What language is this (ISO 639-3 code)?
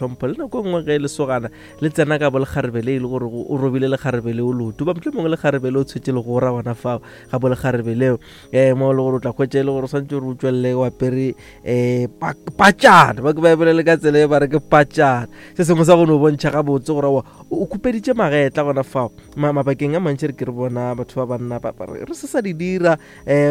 nso